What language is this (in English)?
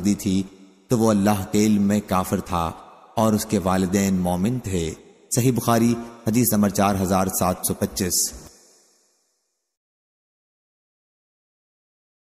Urdu